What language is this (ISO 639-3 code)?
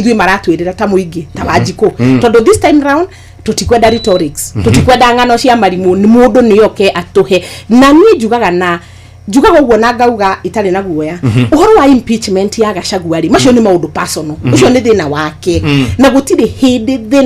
kik